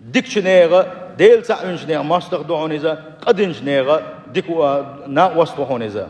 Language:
Chechen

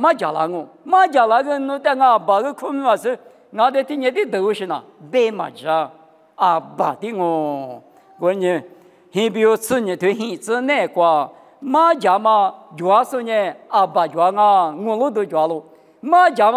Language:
Lisu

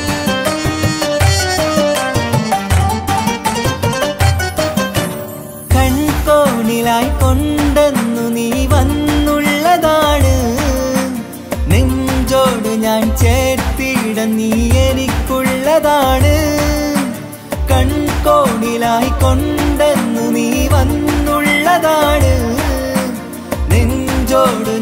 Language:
Malayalam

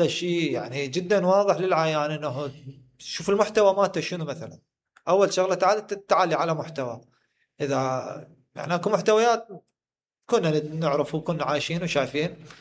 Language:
Mesopotamian Arabic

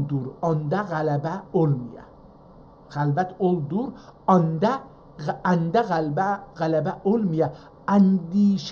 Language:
South Azerbaijani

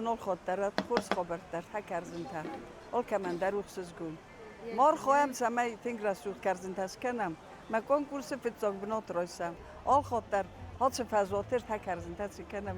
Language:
Ossetic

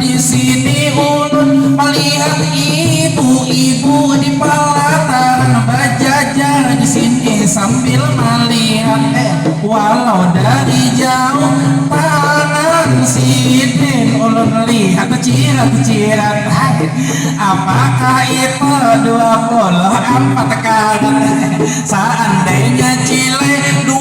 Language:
Banjar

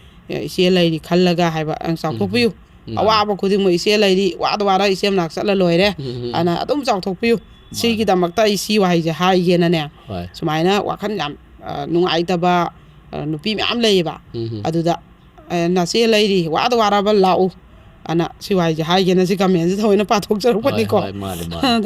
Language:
Manipuri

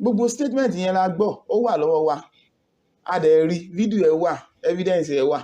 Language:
Yoruba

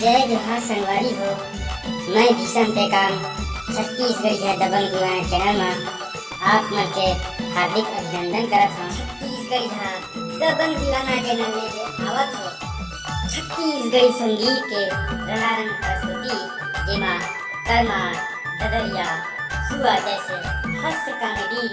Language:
Chhattisgarhi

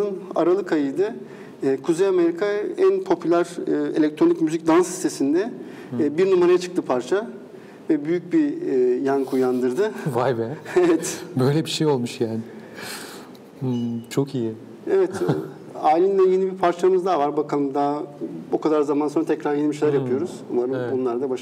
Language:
Turkish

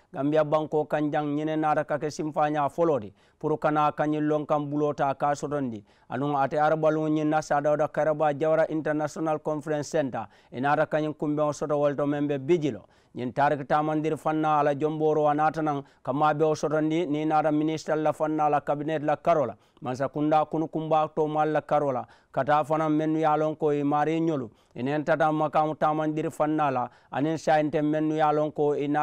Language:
Mandingo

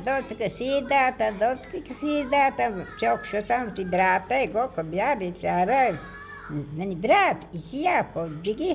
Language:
Baluchi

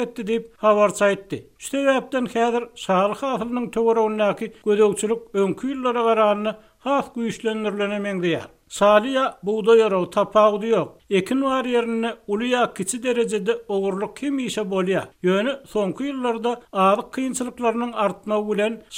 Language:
Turkmen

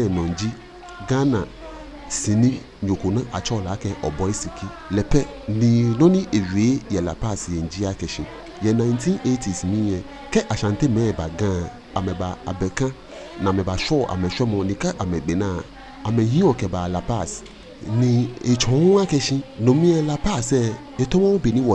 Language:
Ga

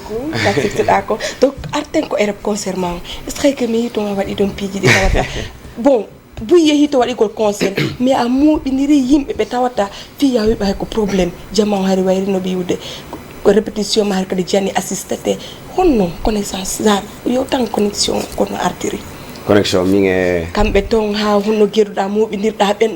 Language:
Fula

